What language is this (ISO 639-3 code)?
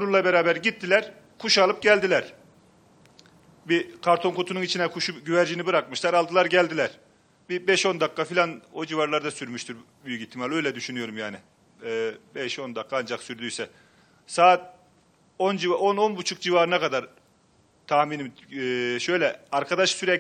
tur